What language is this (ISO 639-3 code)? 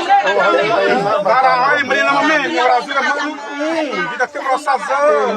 xav